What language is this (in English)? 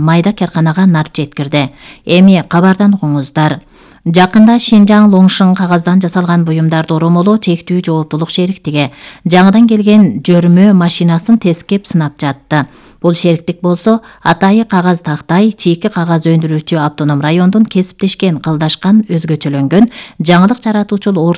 Kyrgyz